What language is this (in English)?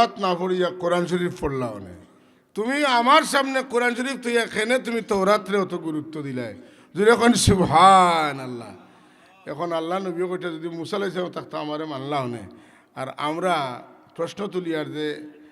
Sylheti